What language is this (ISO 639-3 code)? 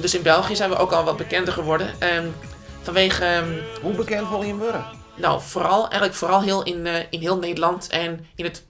fry